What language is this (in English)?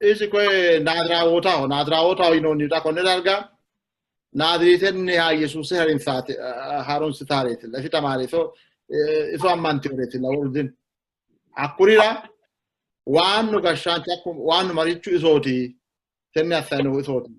Sidamo